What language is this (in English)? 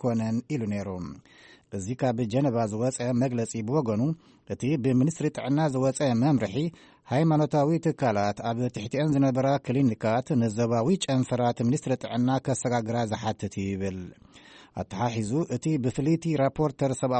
Tigrinya